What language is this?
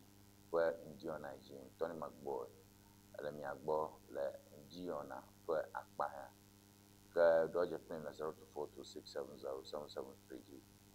Ewe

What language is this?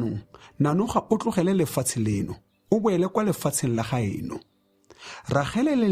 Tswana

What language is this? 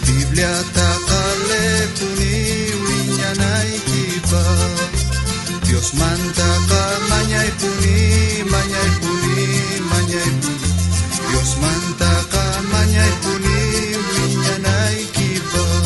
South Bolivian Quechua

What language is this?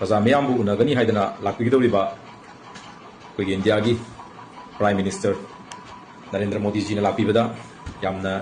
Manipuri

